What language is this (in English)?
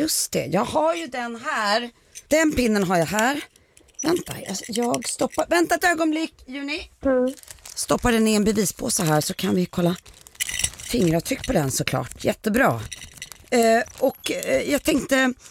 Swedish